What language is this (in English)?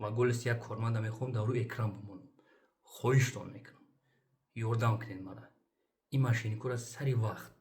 Tajik